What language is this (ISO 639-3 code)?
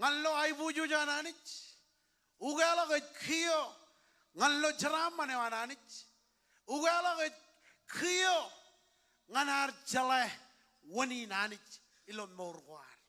mah